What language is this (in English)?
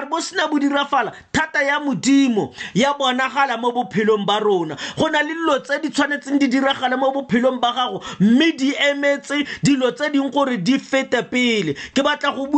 Tswana